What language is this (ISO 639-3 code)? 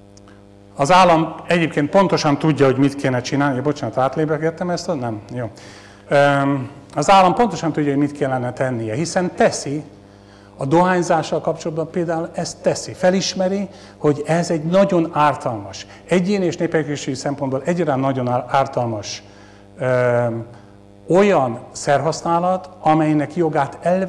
hun